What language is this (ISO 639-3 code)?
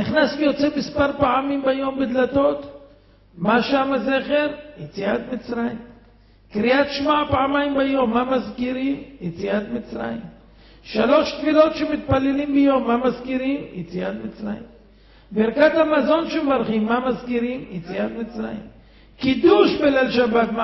heb